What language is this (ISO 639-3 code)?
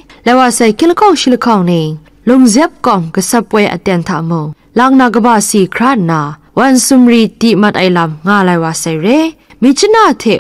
kac